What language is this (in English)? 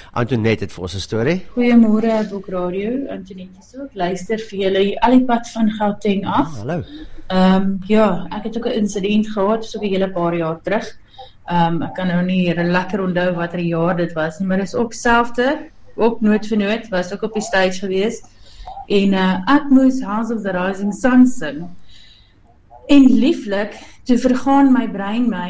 Afrikaans